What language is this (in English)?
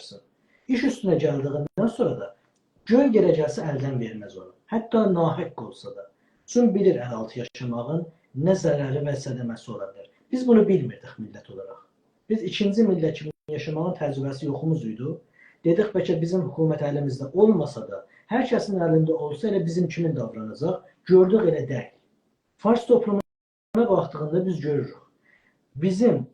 South Azerbaijani